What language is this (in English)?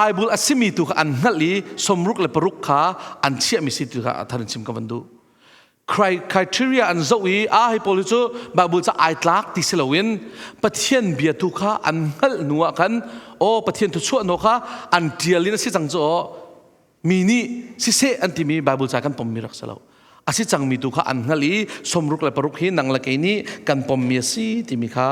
Hakha Chin